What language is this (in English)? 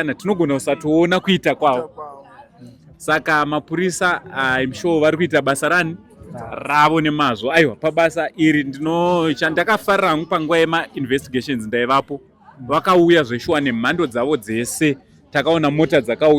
Shona